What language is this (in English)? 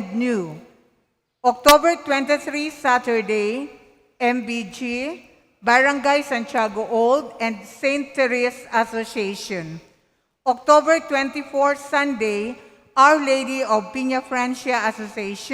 Bikol